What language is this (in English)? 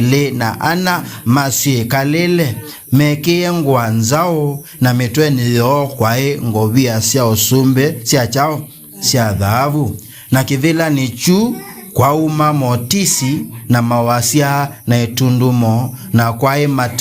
Kamba